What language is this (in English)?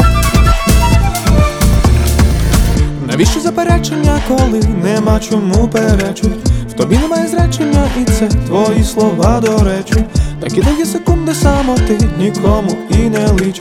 Ukrainian